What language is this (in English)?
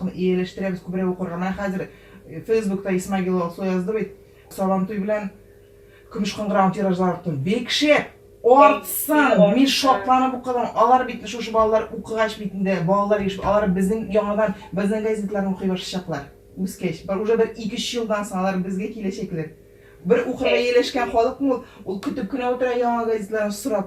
Tatar